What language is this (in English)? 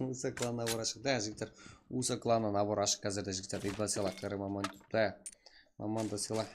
Kara-Kalpak